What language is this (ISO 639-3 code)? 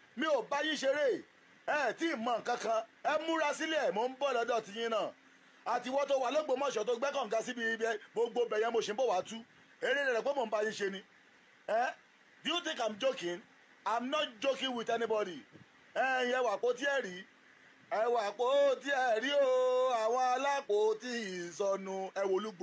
yor